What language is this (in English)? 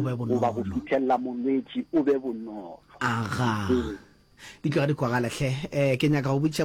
Northern Sotho